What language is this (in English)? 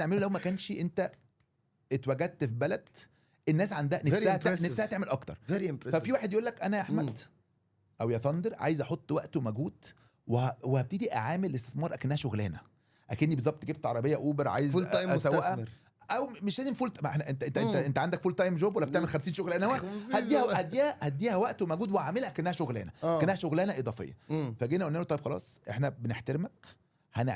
Egyptian Arabic